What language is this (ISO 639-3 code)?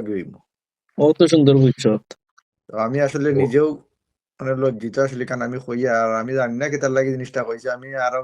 syl